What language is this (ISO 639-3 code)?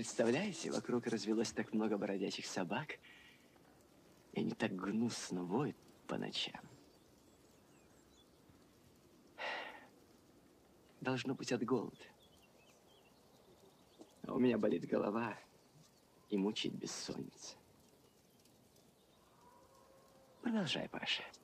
rus